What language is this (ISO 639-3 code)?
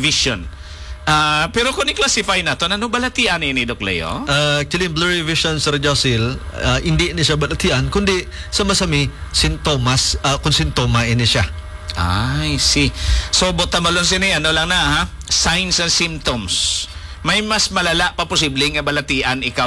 hil